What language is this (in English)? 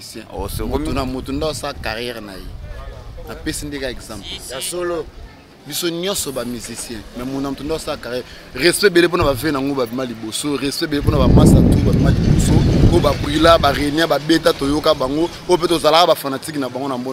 Lingala